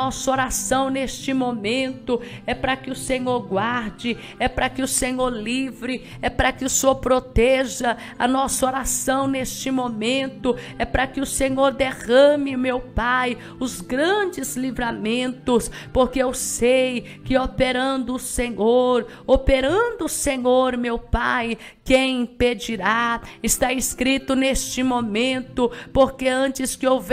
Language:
Portuguese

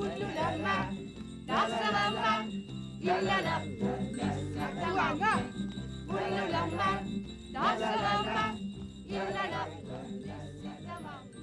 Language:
Kalaallisut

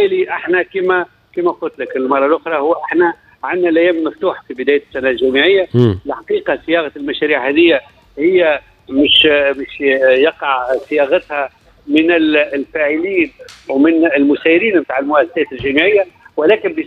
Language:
Tunisian Arabic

